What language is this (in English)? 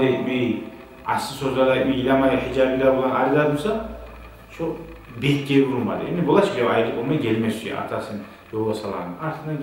Kumyk